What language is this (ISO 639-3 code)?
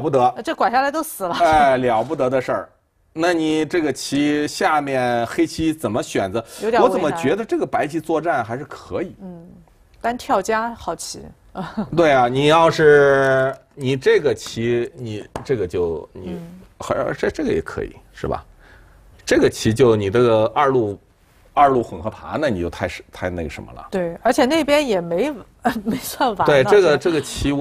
zho